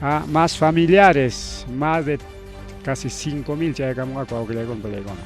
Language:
Ayacucho Quechua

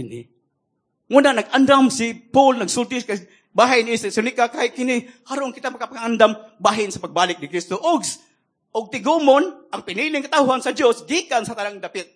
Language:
Cebuano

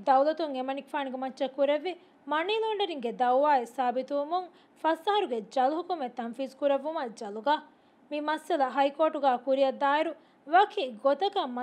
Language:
Divehi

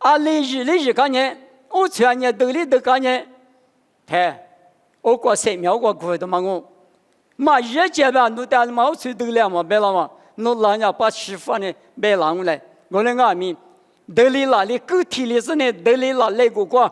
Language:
Lisu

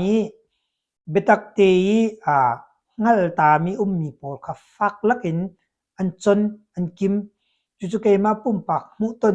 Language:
Hakha Chin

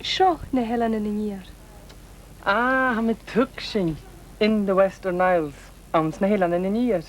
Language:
Scottish Gaelic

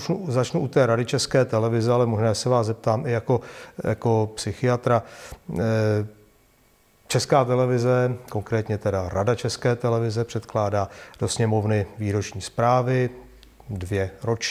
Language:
Czech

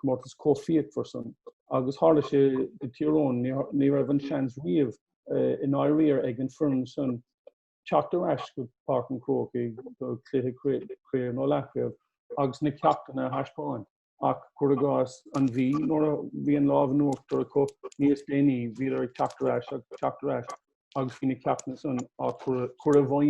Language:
Irish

